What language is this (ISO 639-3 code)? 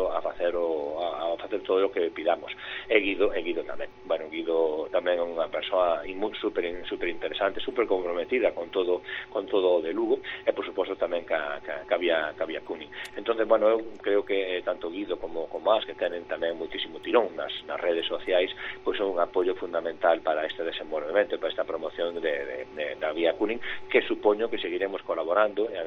glg